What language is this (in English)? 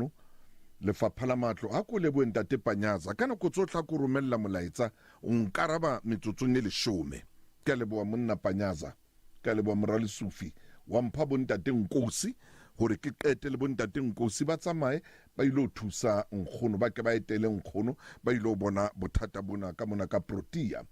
Southern Sotho